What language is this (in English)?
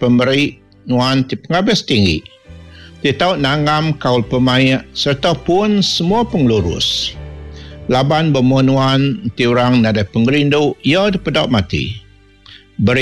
Iban